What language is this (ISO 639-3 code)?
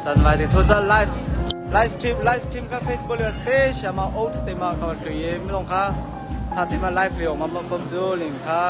cnh